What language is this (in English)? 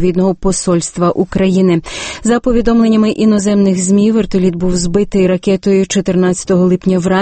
Ukrainian